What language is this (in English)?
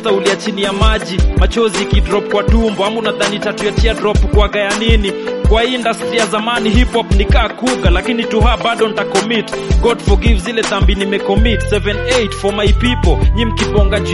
Swahili